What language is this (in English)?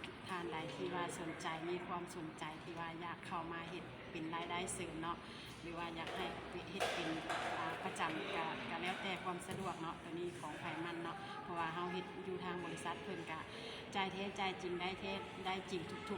Lao